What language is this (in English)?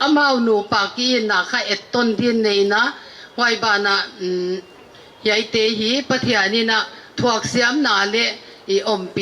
Paite Chin